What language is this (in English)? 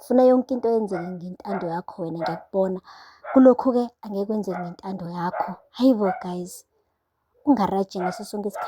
Zulu